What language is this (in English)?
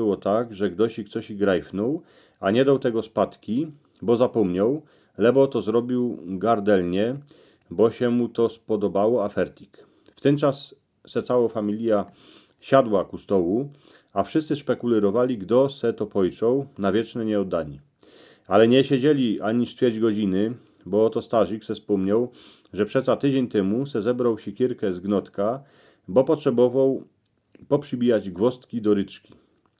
Silesian